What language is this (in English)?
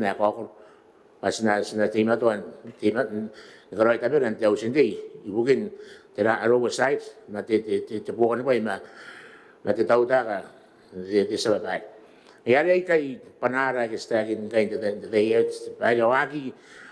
Gilbertese